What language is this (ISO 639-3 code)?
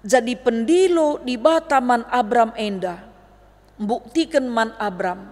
btx